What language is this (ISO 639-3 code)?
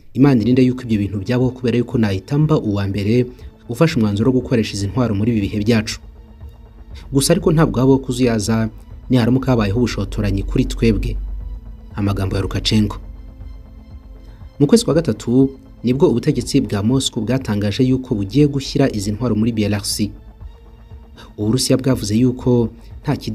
kin